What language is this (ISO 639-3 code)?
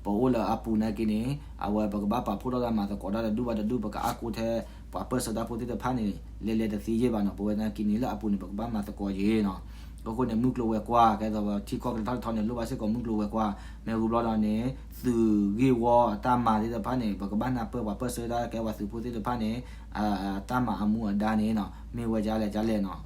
ksw